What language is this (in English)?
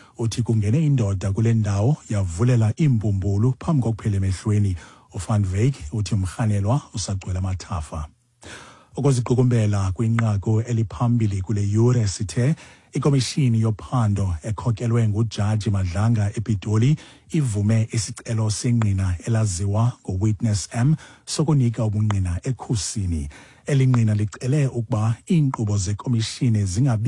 Xhosa